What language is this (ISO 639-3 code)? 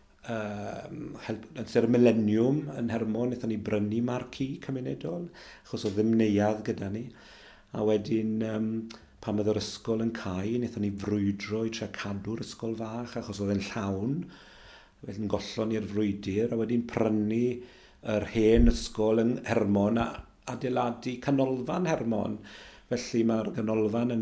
cym